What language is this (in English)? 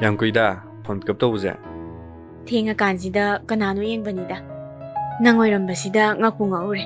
Manipuri